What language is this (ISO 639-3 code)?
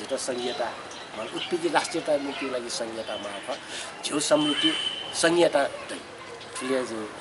new